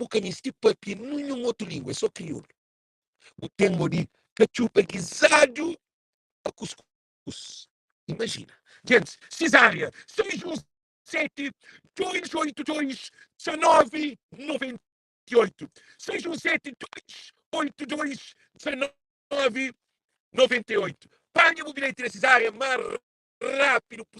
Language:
Kabuverdianu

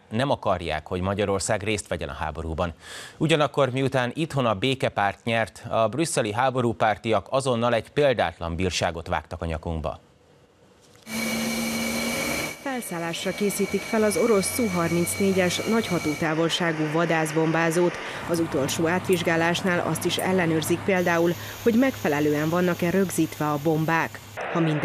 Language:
Hungarian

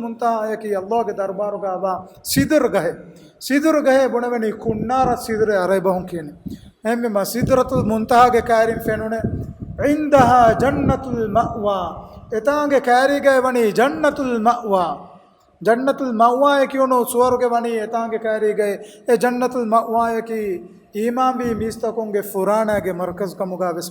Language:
Divehi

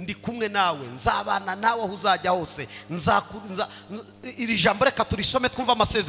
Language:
Kinyarwanda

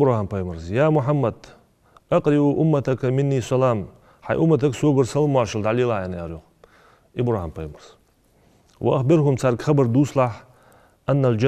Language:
Ingush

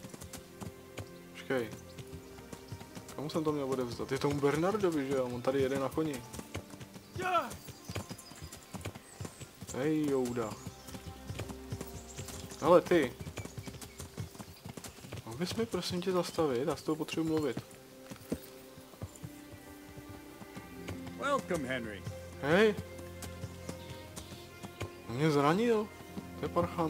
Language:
Czech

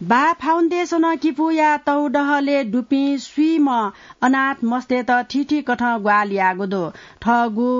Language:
Newari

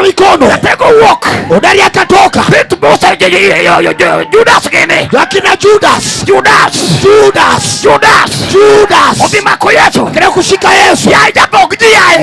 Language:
Luo (Kenya and Tanzania)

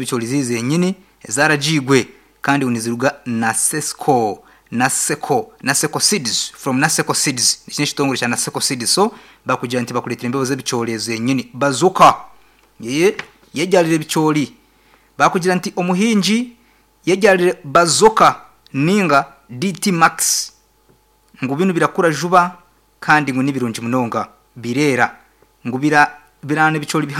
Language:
Nyankole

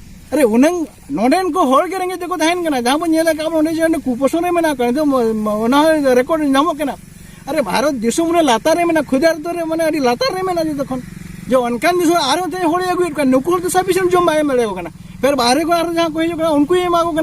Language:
Santali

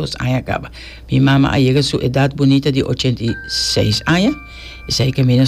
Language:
Papiamento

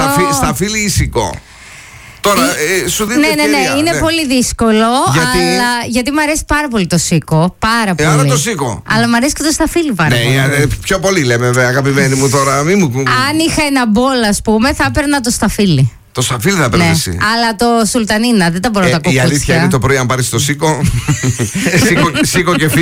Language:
Greek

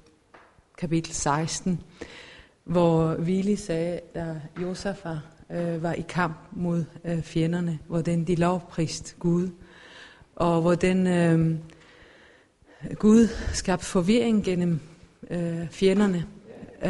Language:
Danish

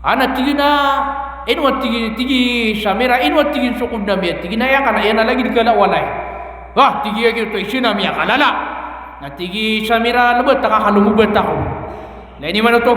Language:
Maranao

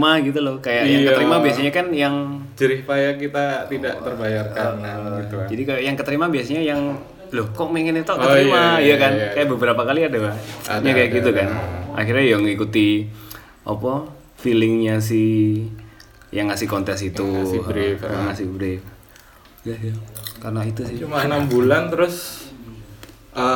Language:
Indonesian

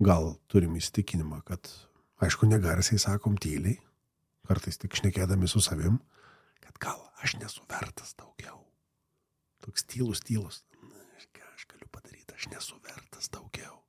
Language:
Lithuanian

